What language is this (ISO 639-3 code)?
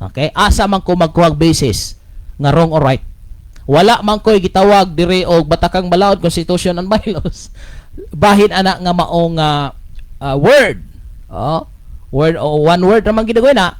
ceb